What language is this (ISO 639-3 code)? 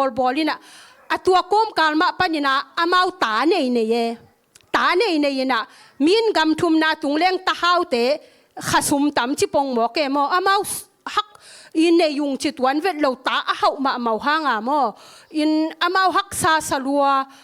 ctd